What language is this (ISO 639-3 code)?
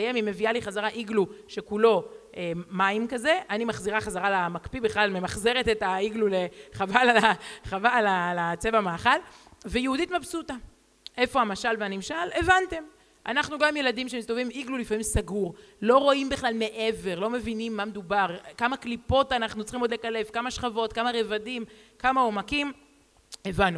heb